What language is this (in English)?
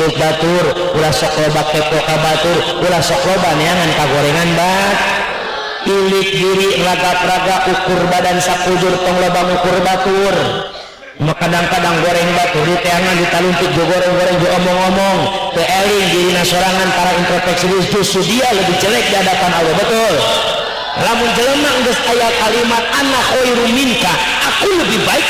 Sundanese